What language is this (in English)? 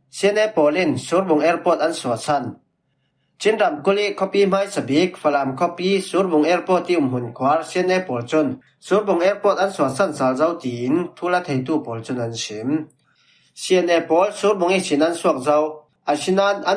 Falam Chin